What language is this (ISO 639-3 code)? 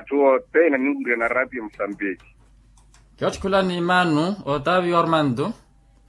vmw